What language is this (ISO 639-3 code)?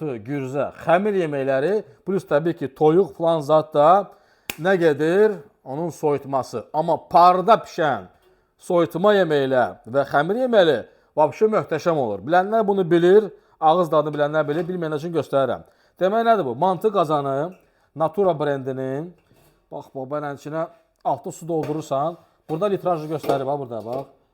aze